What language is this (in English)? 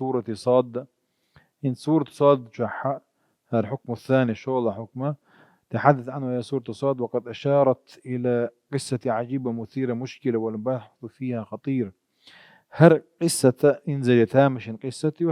Chechen